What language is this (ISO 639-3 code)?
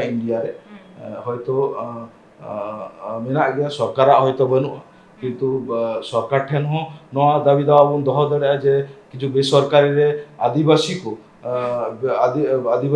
sat